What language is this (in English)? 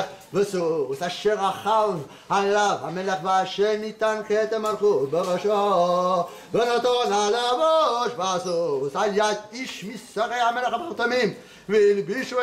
Hebrew